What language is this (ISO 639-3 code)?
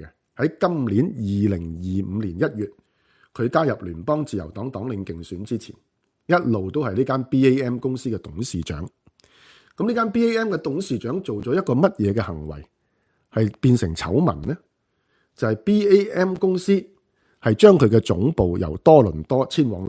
yue